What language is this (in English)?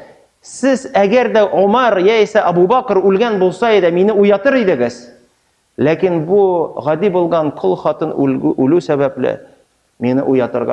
Tatar